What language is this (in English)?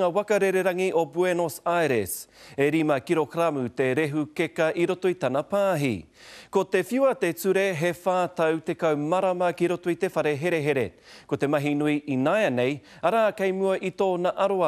Māori